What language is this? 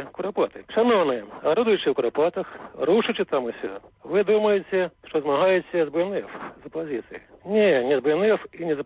Belarusian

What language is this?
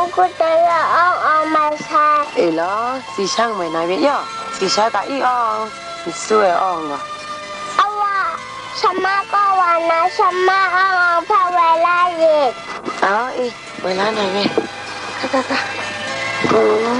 Kachin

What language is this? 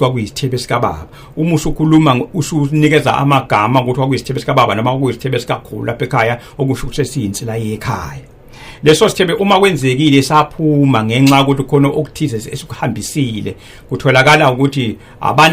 Zulu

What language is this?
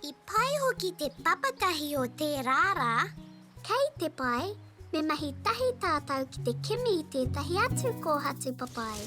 Māori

